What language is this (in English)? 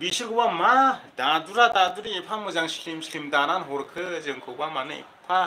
Bodo